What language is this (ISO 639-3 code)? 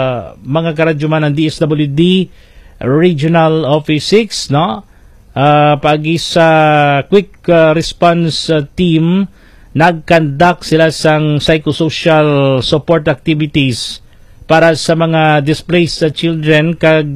hil